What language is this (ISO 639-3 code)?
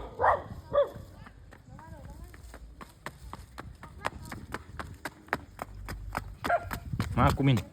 lao